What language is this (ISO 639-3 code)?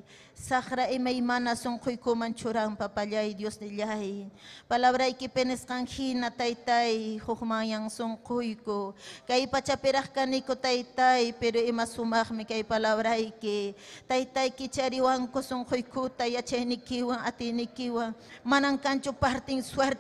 quy